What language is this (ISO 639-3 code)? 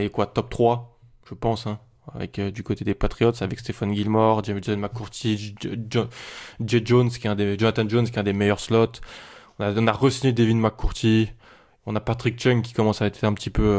fra